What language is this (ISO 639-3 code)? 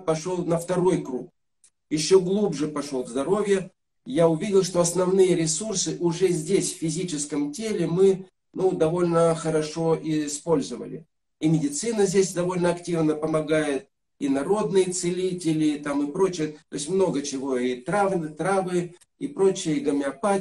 rus